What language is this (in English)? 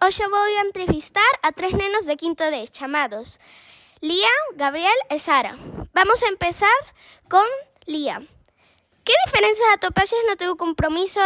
Galician